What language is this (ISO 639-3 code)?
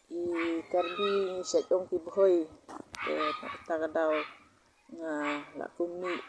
kha